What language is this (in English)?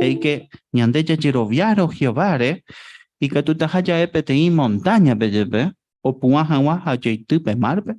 Guarani